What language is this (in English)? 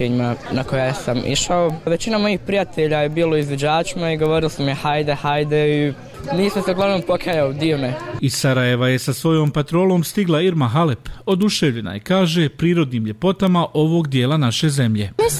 Bosnian